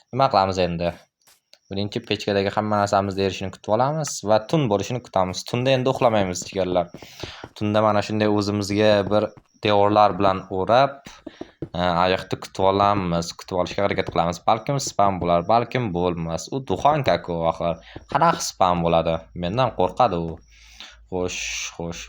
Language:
Uzbek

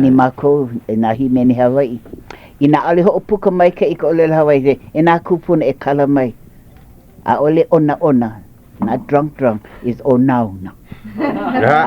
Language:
Hawaiian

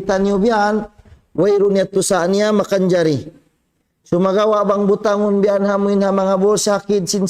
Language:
Tausug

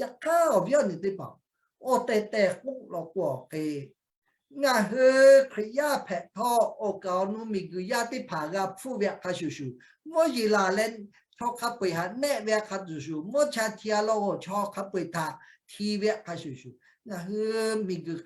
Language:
Lahu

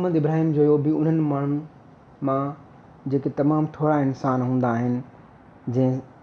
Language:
Sindhi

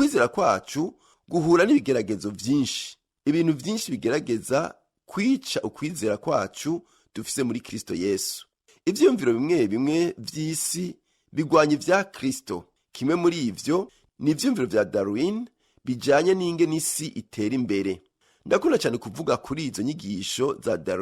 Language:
Rundi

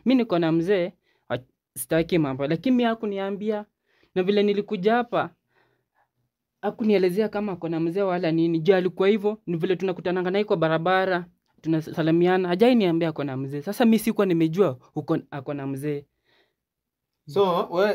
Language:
Swahili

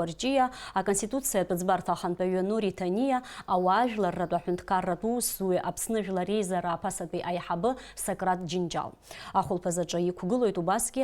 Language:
Abkhazian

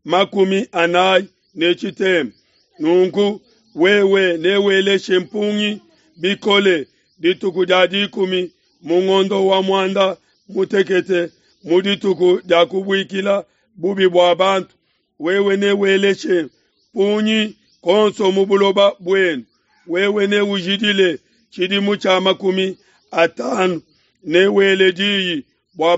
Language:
Luba-Lulua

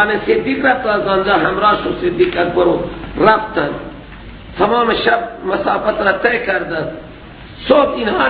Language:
Persian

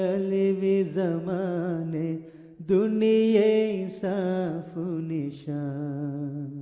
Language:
Divehi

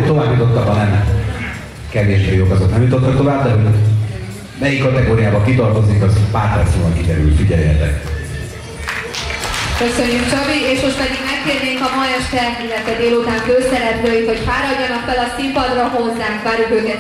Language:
Hungarian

